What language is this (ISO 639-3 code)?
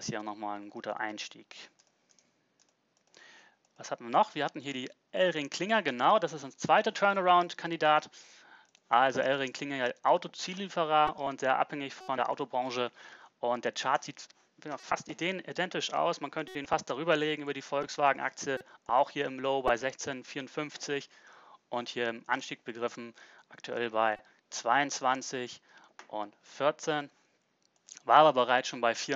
deu